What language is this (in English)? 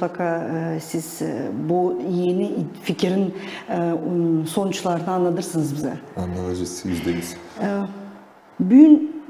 Gagauz